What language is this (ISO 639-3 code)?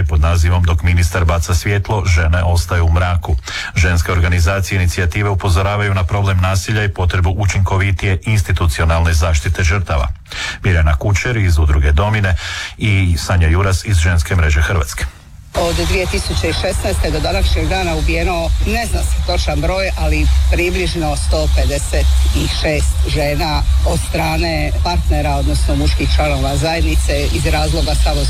hrv